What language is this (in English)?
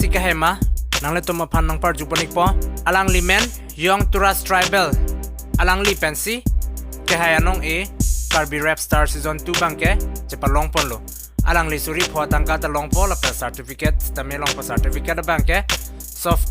Karbi